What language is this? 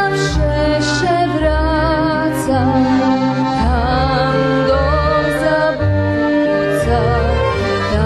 Rusyn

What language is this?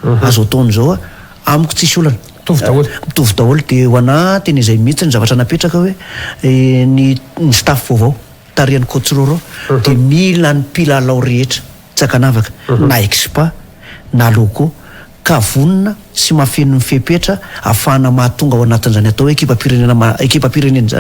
Malagasy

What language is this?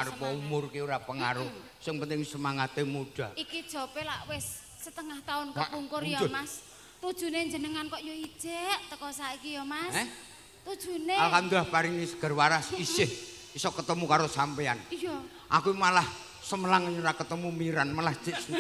Javanese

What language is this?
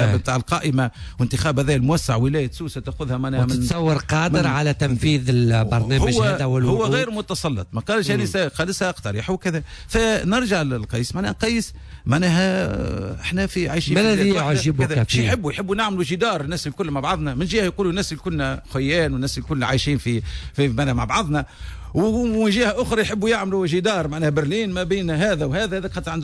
Tunisian Arabic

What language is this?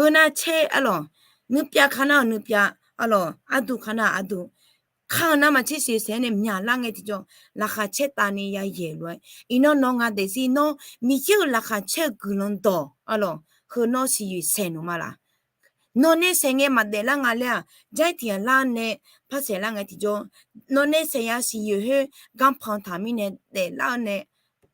Akha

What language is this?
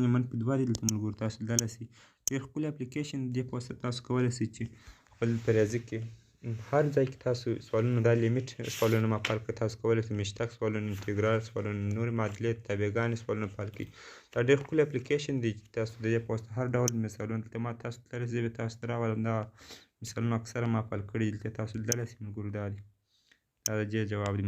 Pashto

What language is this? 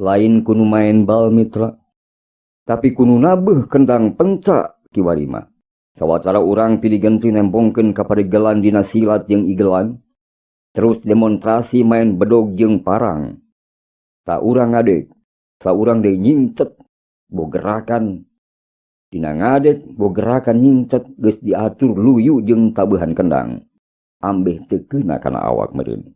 Sundanese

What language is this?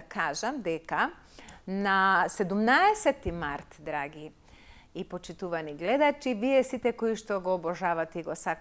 Macedonian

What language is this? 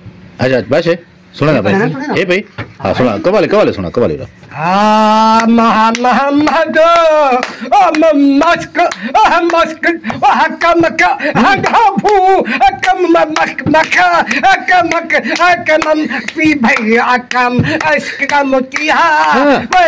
Saraiki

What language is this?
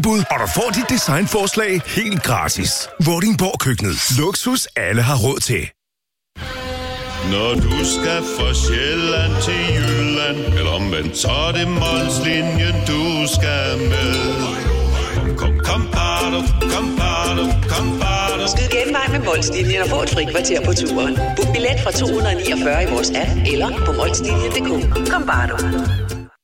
Danish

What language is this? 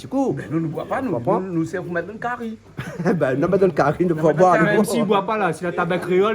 Réunion Creole French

